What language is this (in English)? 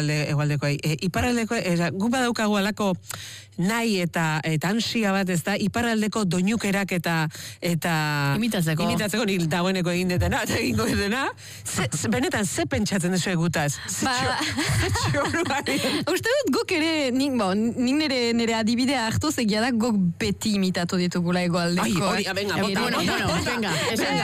Basque